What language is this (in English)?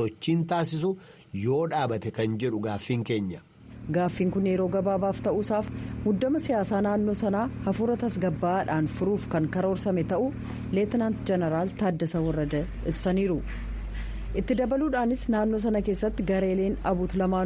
Oromo